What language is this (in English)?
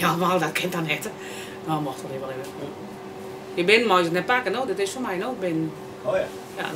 Western Frisian